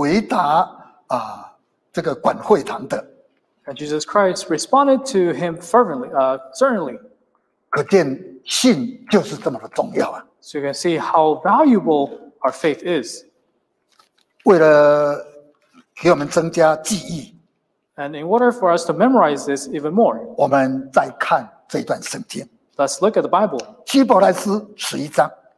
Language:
Chinese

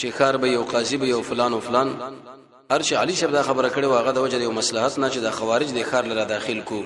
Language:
Pashto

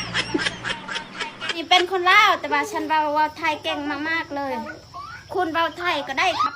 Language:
Lao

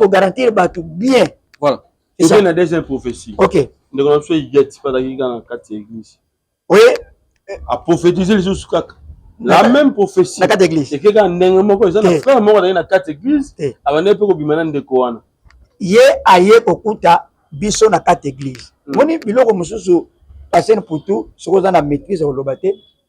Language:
Lingala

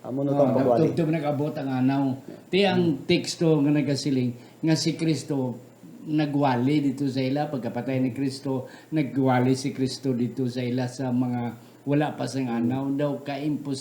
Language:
Hiligaynon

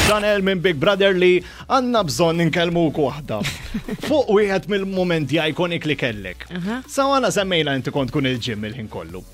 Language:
Maltese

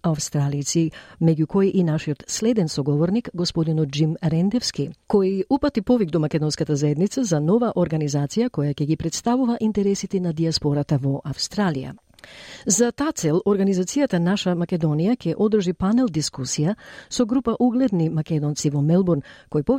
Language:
Macedonian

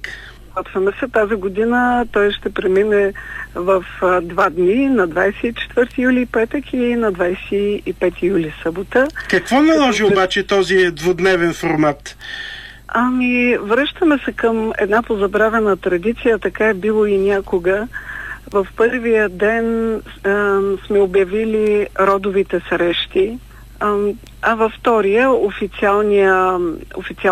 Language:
Bulgarian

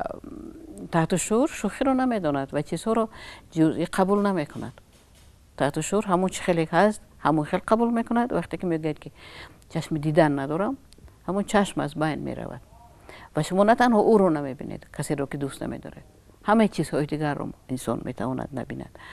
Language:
Tajik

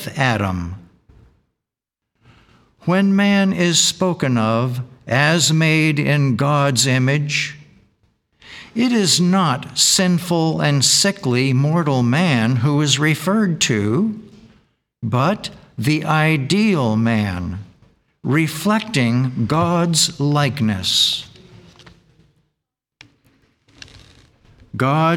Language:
English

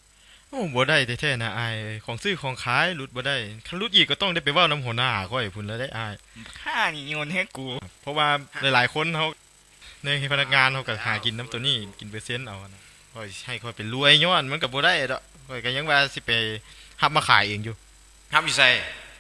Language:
Lao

